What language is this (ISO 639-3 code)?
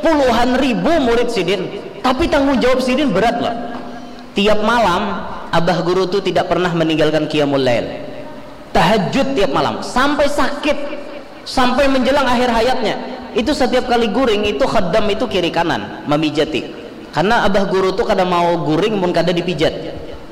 bjn